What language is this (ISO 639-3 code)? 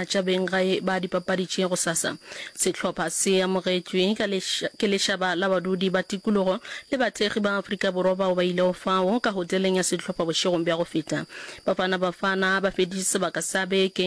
nso